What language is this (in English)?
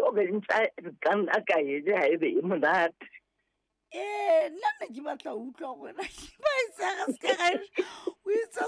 Southern Sotho